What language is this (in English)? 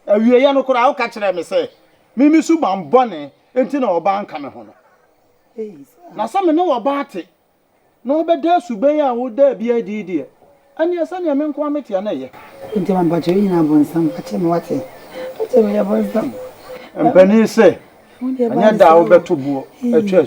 Akan